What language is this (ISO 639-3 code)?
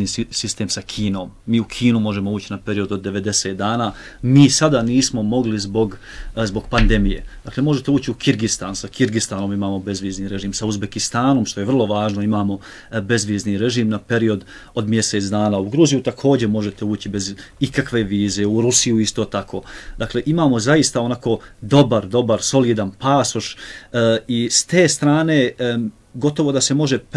bos